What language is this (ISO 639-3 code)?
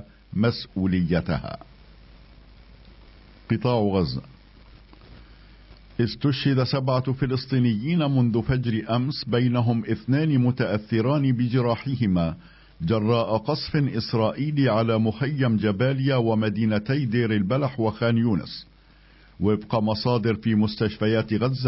ara